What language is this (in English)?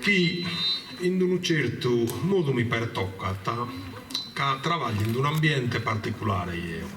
Sardinian